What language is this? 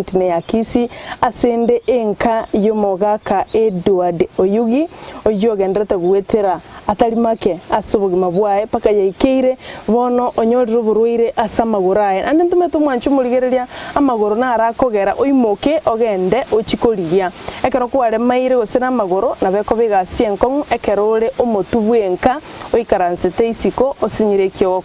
Gusii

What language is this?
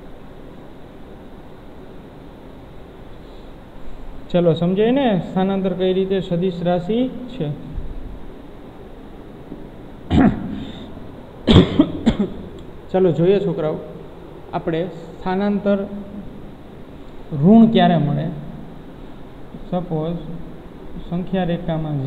Gujarati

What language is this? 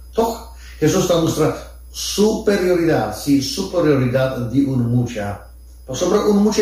Papiamento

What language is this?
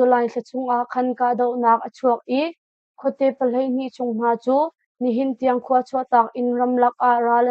Hakha Chin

